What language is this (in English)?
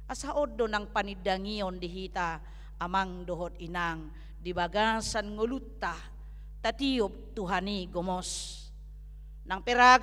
Batak Toba